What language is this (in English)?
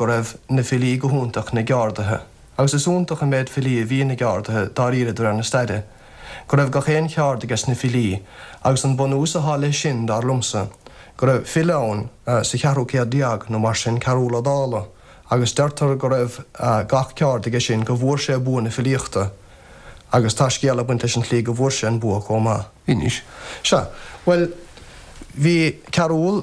Irish